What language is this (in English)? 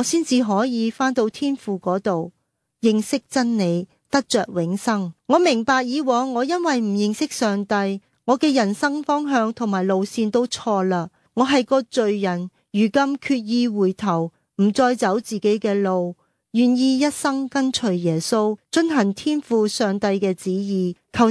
Cantonese